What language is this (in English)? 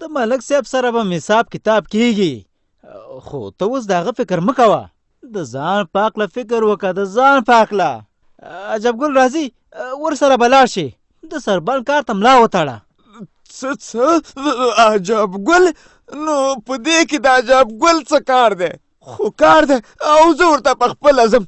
Pashto